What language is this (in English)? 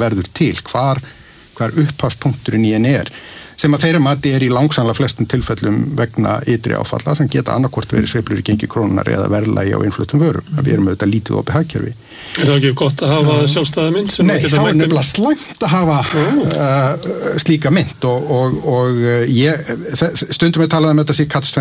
Icelandic